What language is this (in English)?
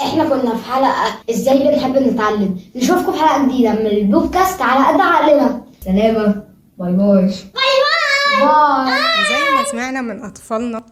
Egyptian Arabic